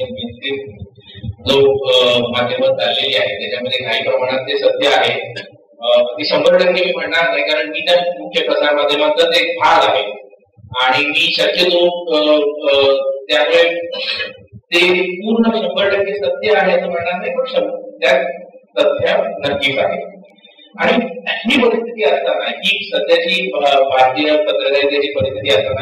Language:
Marathi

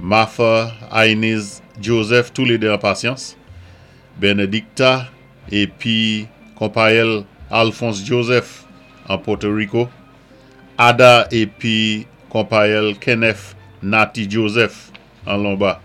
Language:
Saint Lucian Creole French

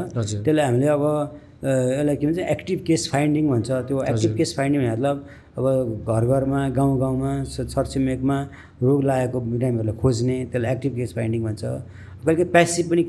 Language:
Nepali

